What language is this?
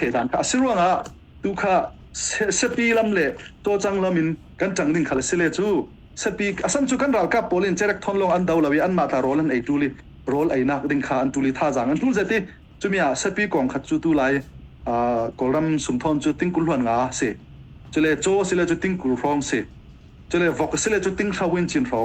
Falam Chin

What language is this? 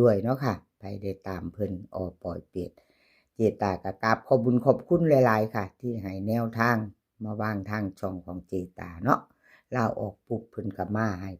Northeastern Thai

